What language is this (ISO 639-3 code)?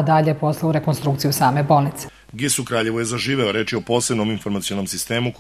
srp